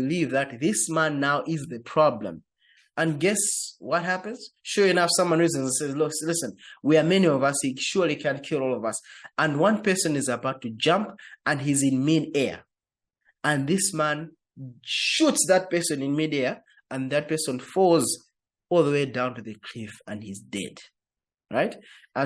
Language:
English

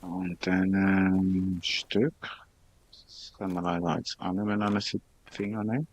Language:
Swiss German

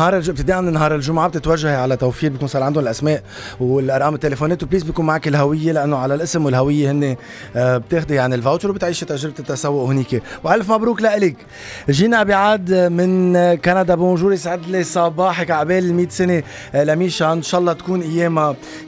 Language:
North Levantine Arabic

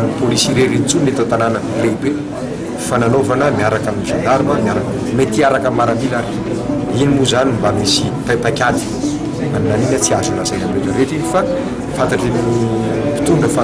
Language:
Malagasy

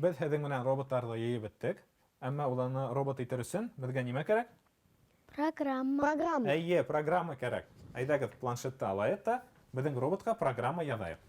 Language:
Bashkir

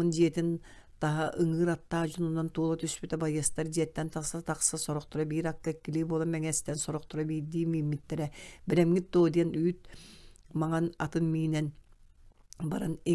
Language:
Yakut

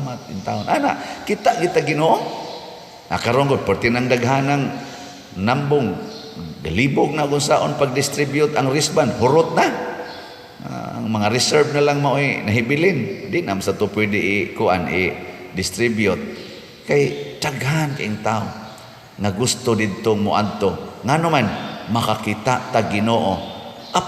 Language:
Cebuano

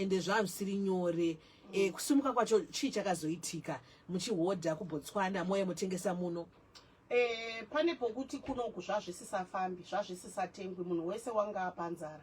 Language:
Shona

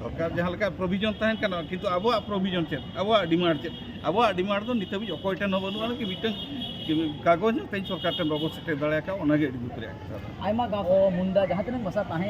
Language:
Santali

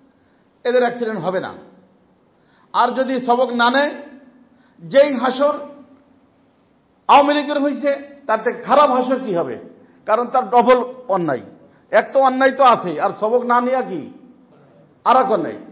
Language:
Bangla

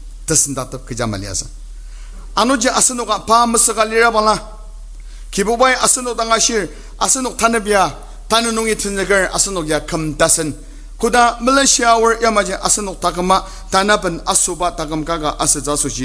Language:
Ao Naga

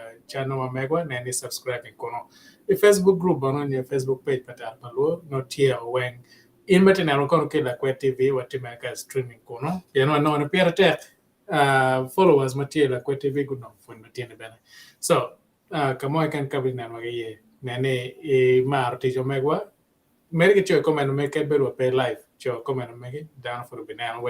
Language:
Acoli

